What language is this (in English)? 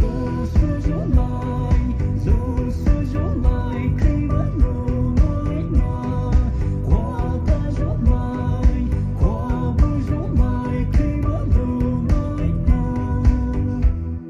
Poumei Naga